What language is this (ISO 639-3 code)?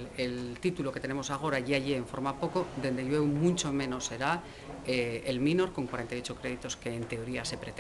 ast